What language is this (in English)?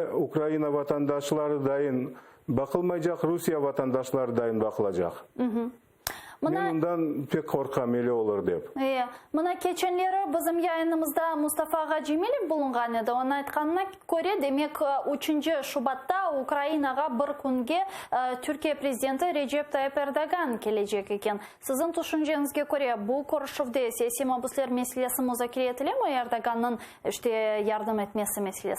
Crimean Tatar